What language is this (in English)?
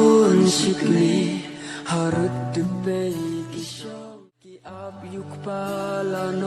Khasi